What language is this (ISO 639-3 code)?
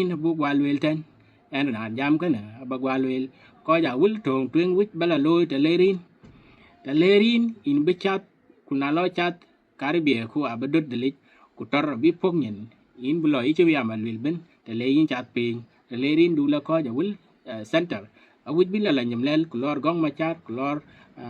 din